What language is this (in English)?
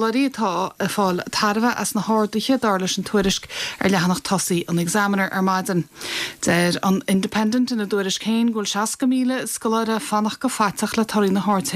Irish